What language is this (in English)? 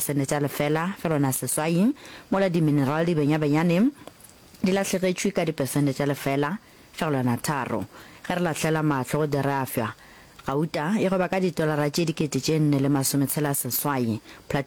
Northern Sotho